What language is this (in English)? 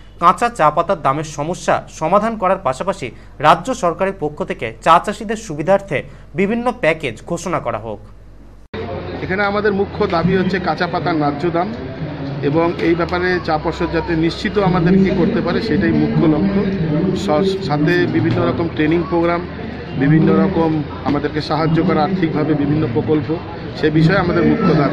Bangla